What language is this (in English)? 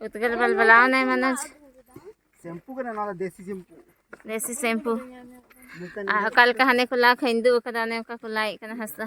Santali